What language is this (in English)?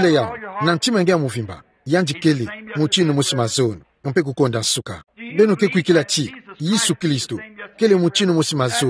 Kituba (Democratic Republic of Congo)